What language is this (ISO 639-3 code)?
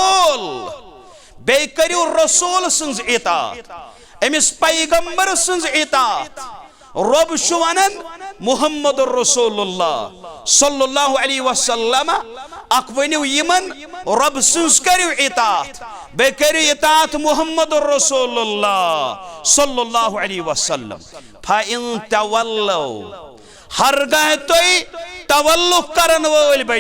kas